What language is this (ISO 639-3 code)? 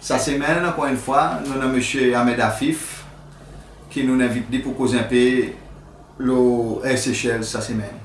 crs